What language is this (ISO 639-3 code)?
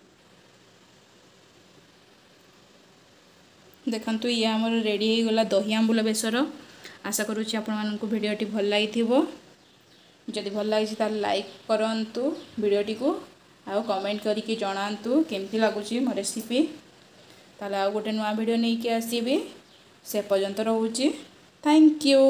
ori